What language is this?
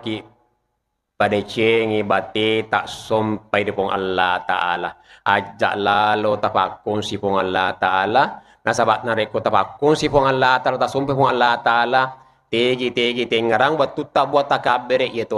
Buginese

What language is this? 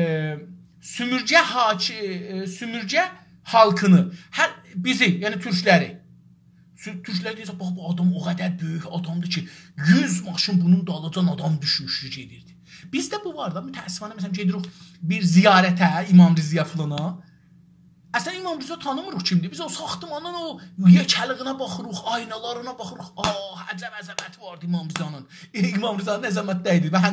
South Azerbaijani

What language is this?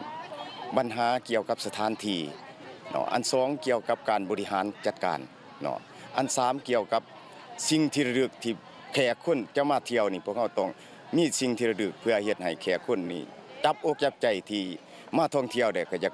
Lao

